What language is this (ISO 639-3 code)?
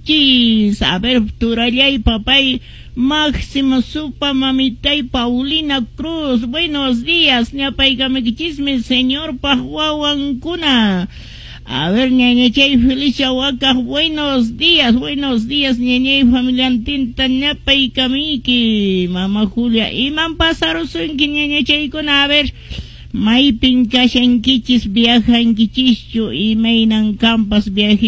que